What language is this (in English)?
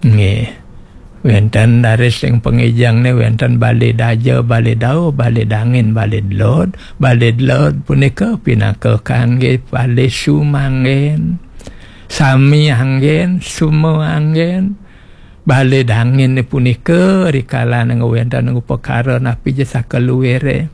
Balinese